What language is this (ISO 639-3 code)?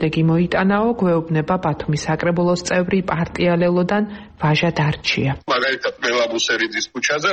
kat